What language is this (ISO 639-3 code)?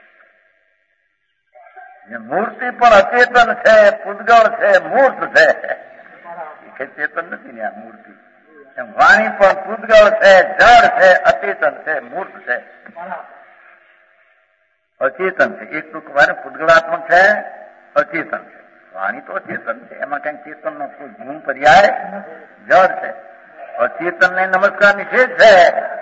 guj